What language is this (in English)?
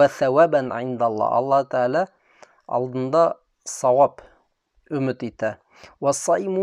Bashkir